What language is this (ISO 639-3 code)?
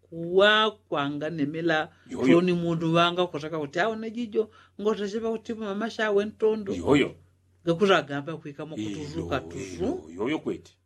yao